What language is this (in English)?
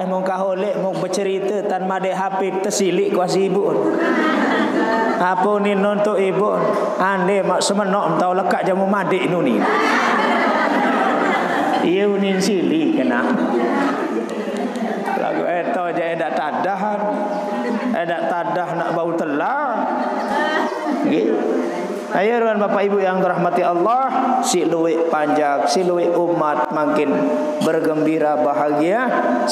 Sasak